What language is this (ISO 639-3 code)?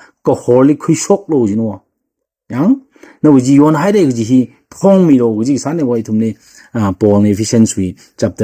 nmf